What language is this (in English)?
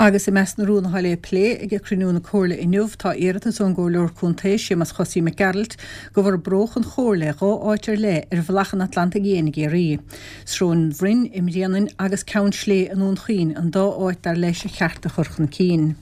Irish